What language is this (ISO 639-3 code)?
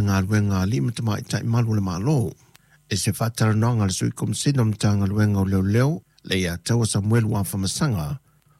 smo